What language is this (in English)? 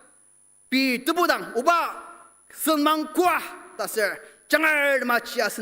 Ao Naga